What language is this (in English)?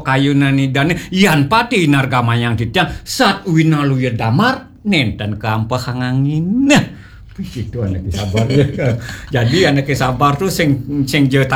Balinese